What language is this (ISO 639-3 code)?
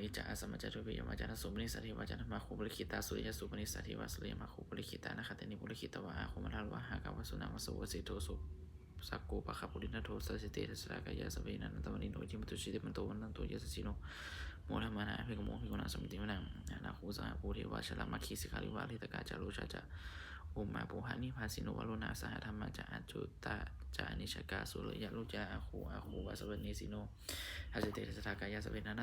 pli